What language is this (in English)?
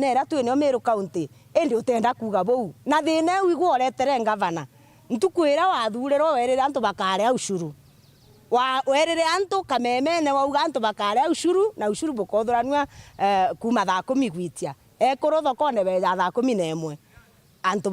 Meru